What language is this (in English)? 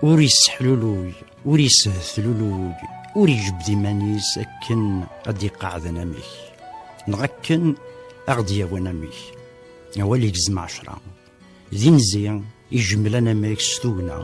Kabyle